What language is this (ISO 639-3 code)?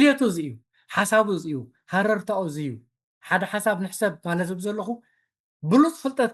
tir